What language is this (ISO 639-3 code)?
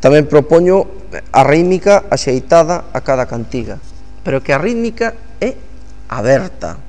glg